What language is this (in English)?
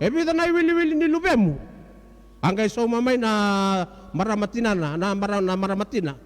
Fijian